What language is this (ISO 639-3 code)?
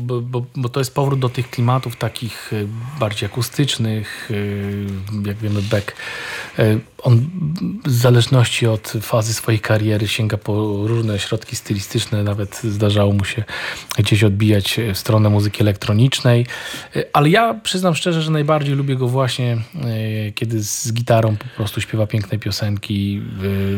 pol